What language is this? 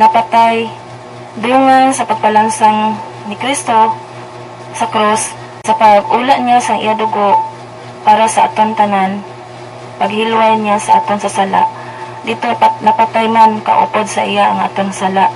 Hiligaynon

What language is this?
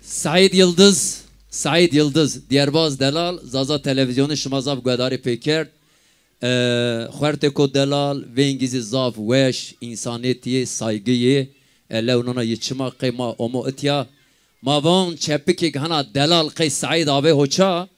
Zaza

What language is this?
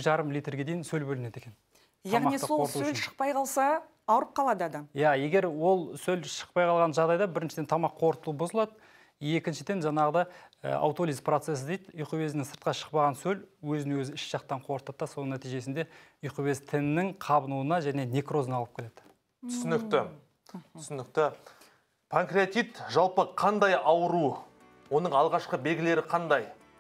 Kazakh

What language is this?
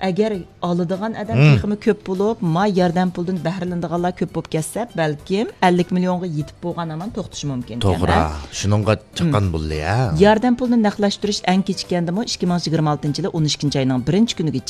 Uyghur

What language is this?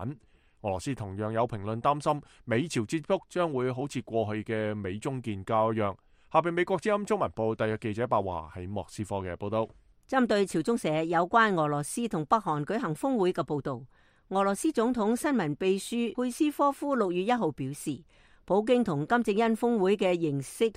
Cantonese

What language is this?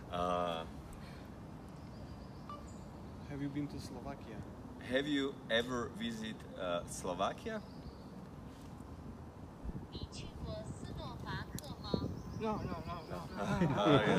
Slovak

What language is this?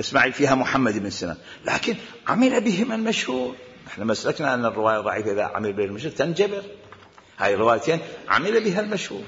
Mesopotamian Arabic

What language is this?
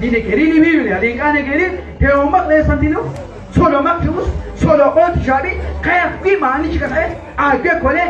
Kekchí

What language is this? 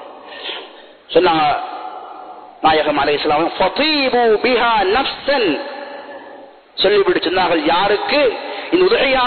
Tamil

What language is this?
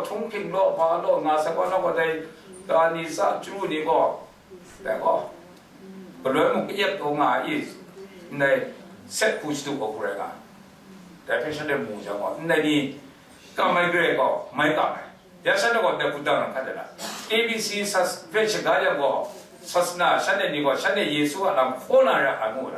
Kachin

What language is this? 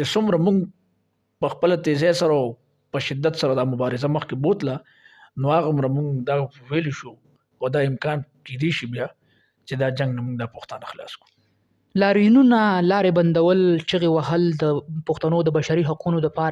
Pashto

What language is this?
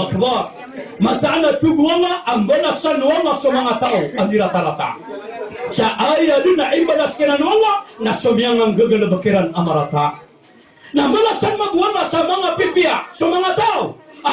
Maranao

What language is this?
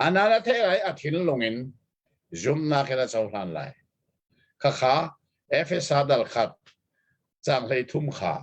Hakha Chin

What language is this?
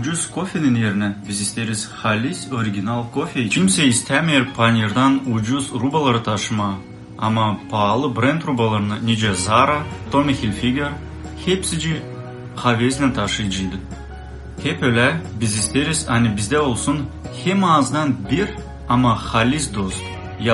Gagauz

